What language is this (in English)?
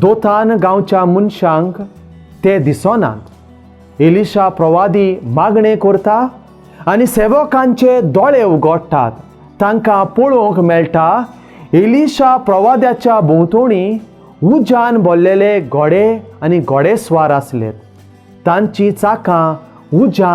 Konkani